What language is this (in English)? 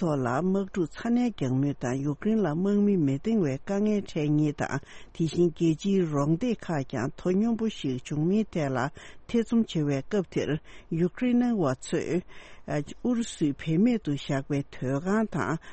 Tibetan